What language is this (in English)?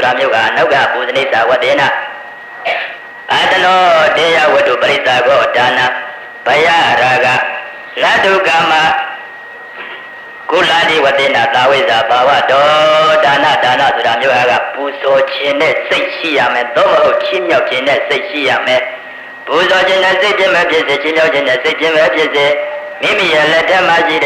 Burmese